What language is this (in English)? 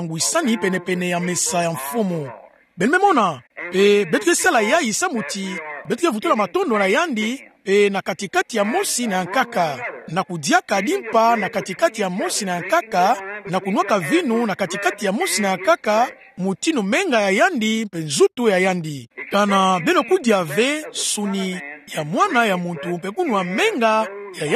Kituba (Democratic Republic of Congo)